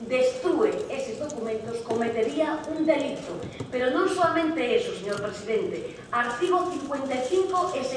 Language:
Galician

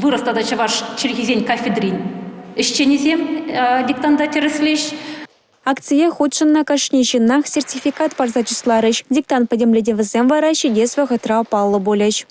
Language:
Chuvash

